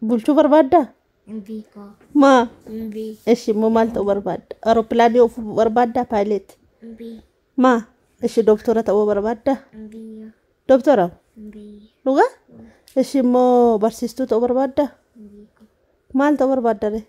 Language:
Oromo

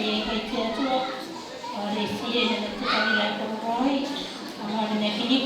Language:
Gilbertese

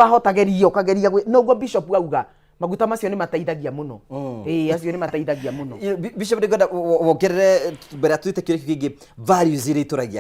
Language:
Kikuyu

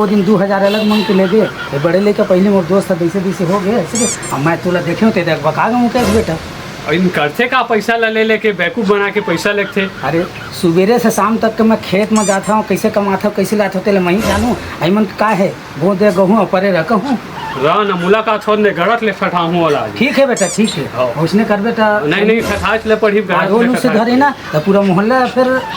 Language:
Chhattisgarhi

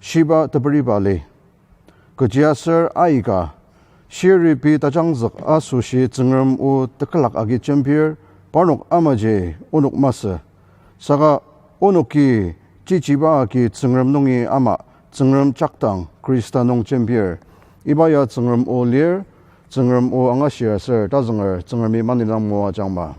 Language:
Ao Naga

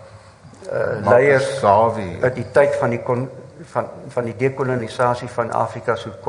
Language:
Afrikaans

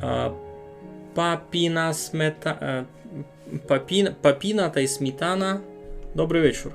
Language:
Rusyn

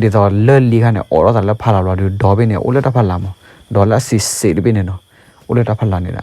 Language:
S'gaw Karen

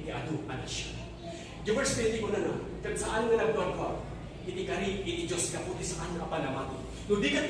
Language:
Iloko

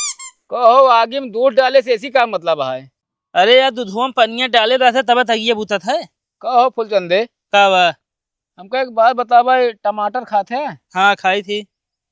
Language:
Awadhi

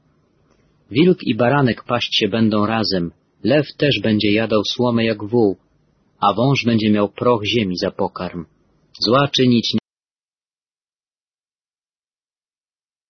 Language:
Polish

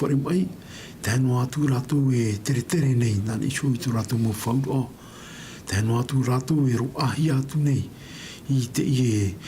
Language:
Tahitian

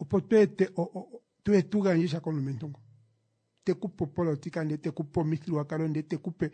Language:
Kuanyama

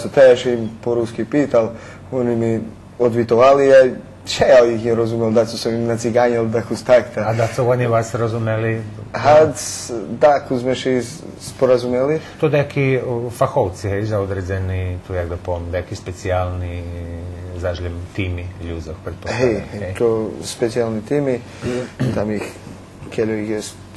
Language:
Rusyn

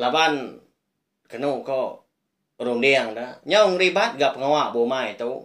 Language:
Iban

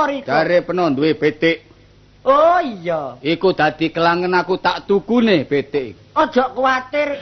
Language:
Javanese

